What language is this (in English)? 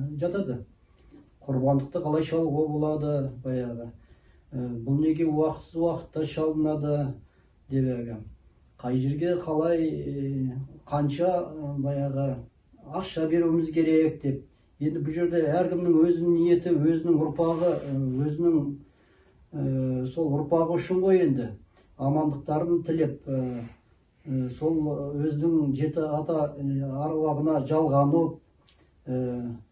Kazakh